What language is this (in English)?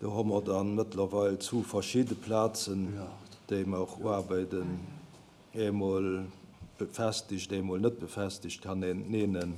Luxembourgish